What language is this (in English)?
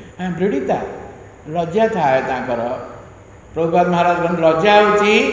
Odia